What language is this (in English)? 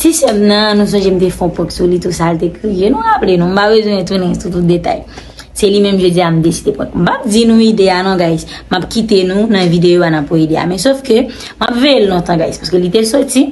Haitian Creole